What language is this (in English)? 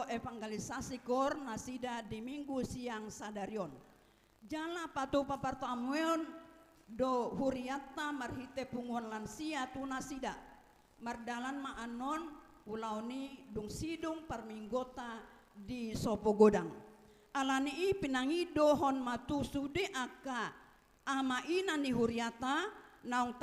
Batak Toba